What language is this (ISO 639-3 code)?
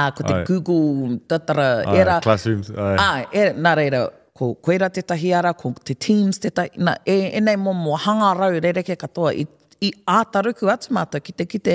mri